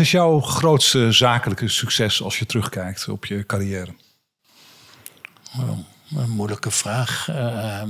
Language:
Dutch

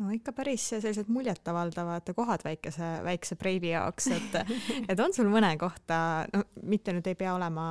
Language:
Estonian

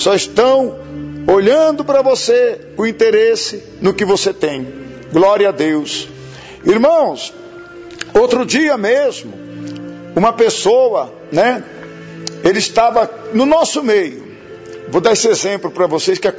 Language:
Portuguese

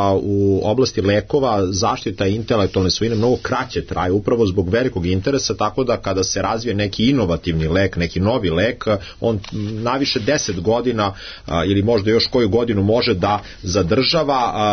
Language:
Serbian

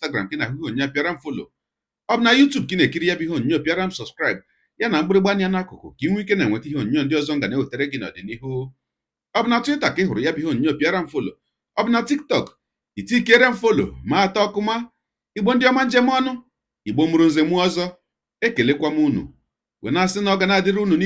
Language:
Igbo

